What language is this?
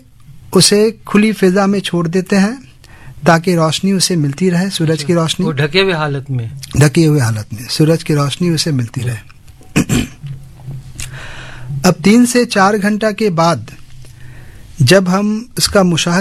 Urdu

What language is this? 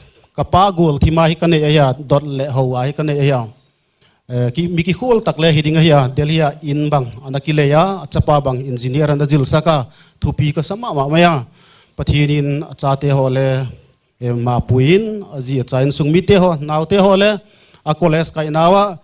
Paite Chin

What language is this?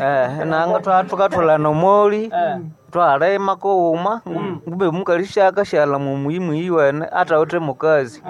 Nande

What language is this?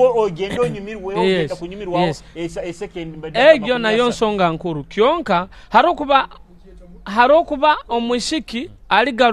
Nyoro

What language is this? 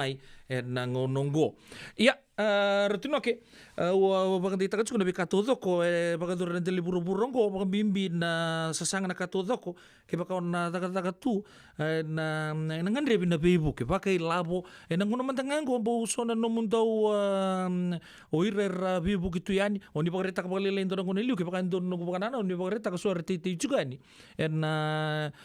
Fijian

